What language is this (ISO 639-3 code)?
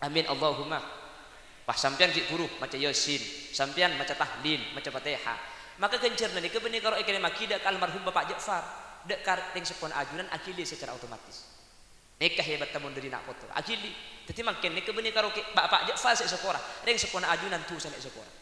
mad